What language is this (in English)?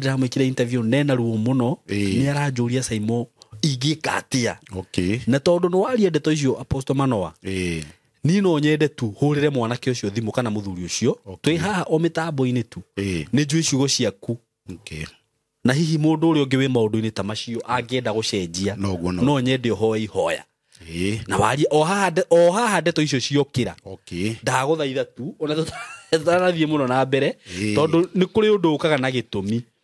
Kikuyu